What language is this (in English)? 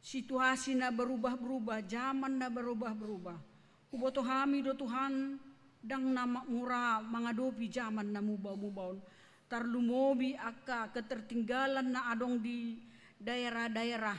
Batak Toba